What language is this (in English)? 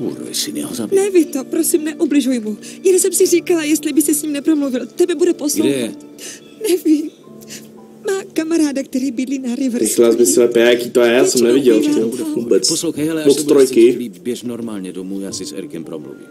Czech